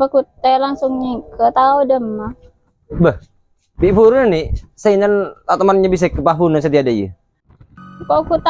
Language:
Madurese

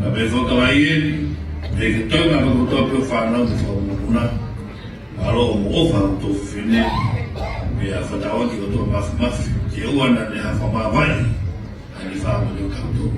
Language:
Tongan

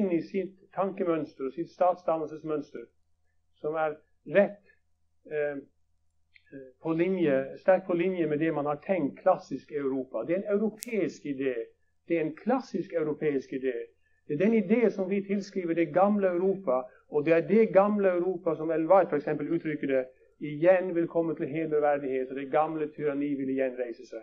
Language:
Norwegian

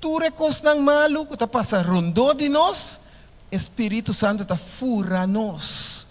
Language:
Papiamento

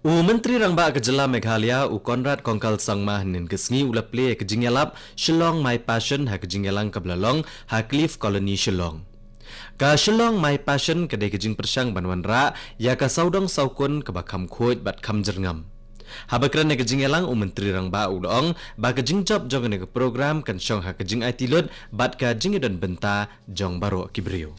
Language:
Khasi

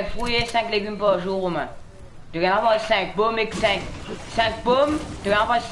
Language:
Morisyen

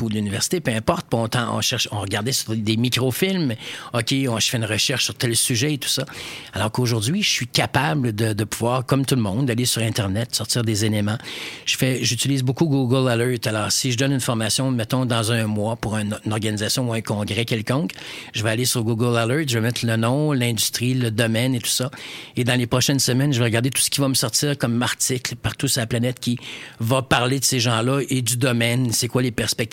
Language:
French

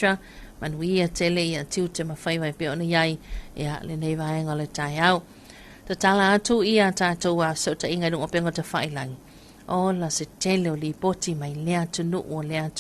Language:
Samoan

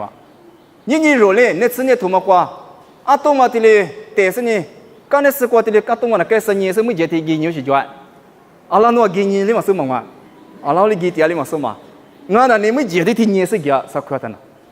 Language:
Lisu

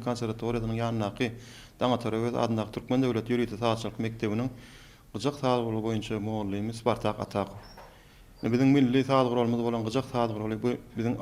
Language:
Turkmen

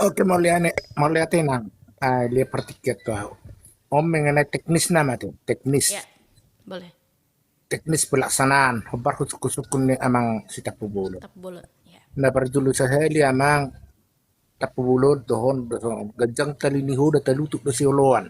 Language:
Batak Toba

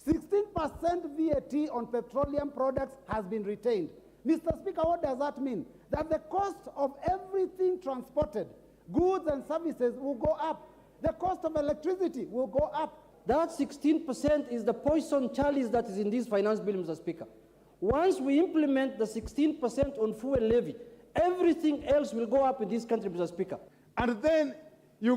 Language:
Kamba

